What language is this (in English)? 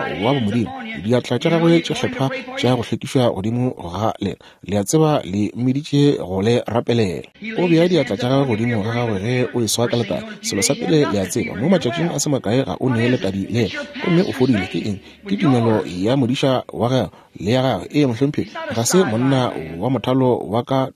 Northern Sotho